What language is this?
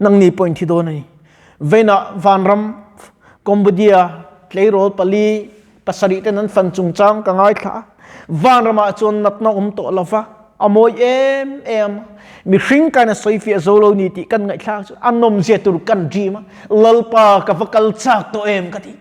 Mizo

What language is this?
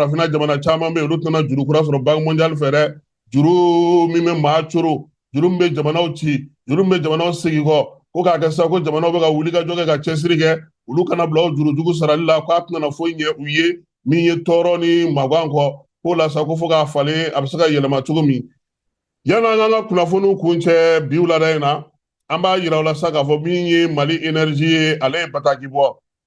Bambara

